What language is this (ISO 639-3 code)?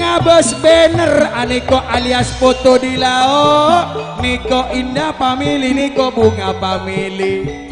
mad